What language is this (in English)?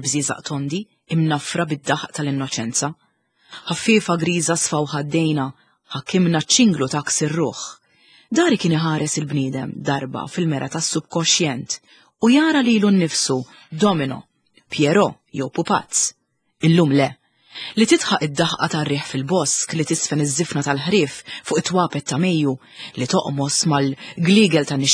Maltese